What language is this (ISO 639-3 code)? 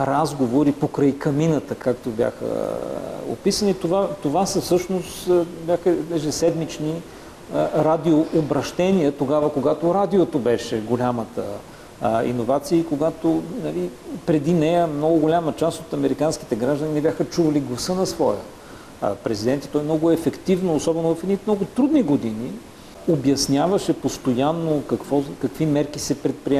bul